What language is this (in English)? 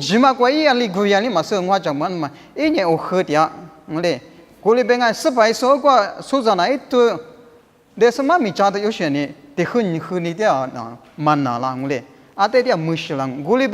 Lisu